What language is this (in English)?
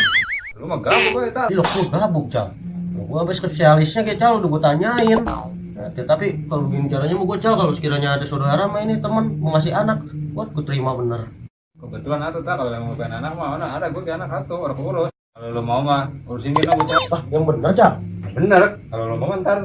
Betawi